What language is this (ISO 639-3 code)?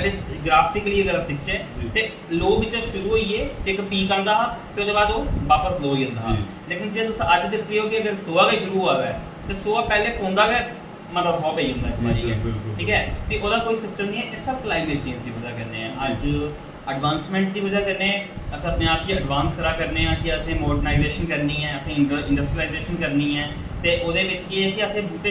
doi